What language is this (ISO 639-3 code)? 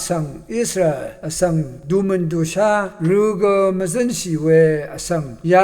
raw